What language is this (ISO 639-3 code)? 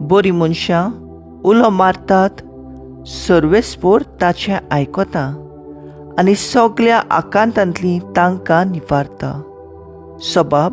kok